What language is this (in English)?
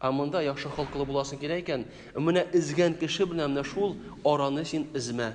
Tatar